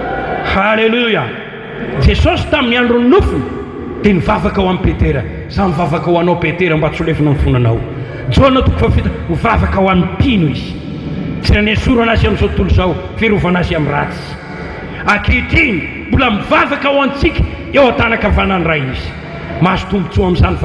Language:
Malagasy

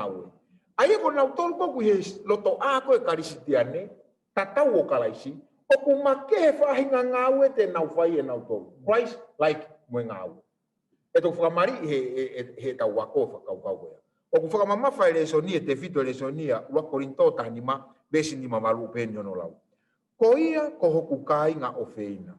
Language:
Tongan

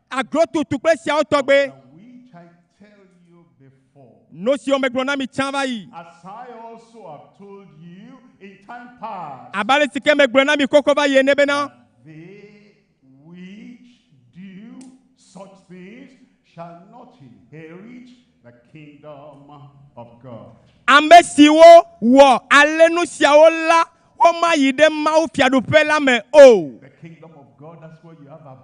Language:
Ewe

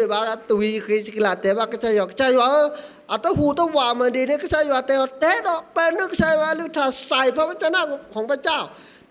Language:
S'gaw Karen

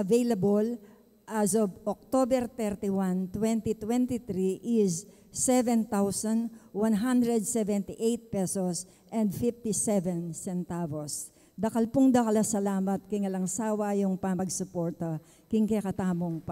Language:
Pampanga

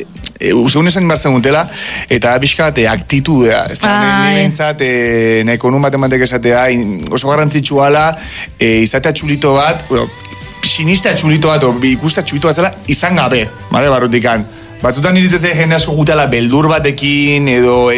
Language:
Basque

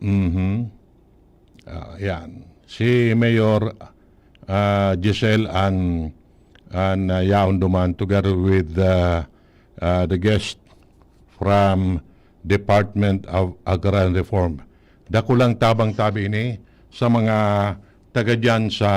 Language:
Bikol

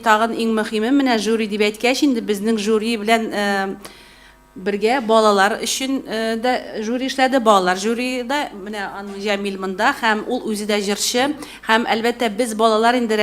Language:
Tatar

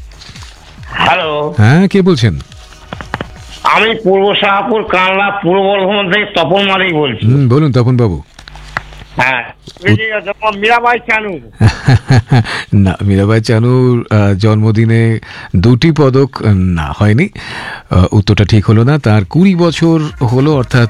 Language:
Bangla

